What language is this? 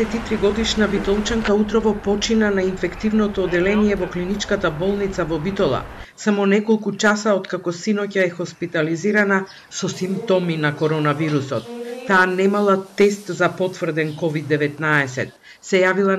Macedonian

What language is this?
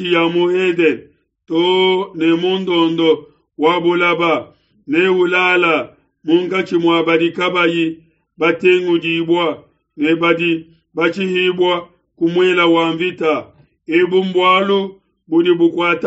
Luba-Lulua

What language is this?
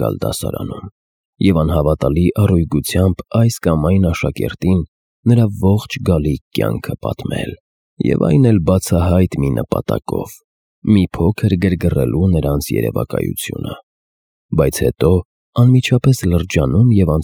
Armenian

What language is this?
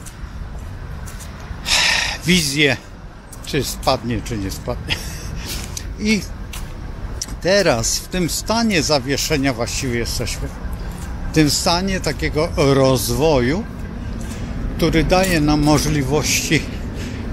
Polish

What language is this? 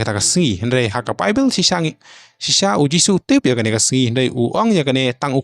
Khasi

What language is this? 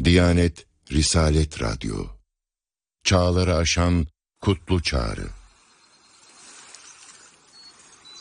Turkish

